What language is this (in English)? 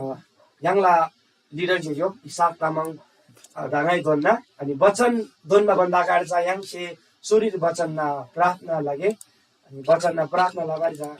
Eastern Tamang